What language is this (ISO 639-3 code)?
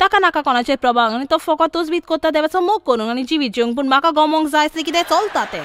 kok